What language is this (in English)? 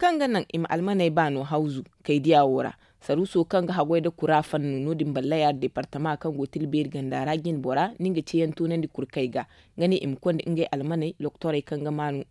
Zarma